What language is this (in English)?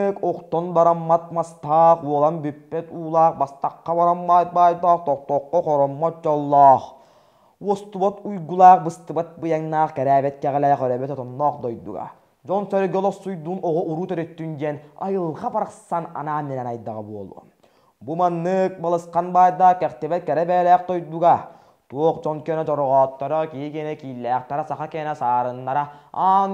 Yakut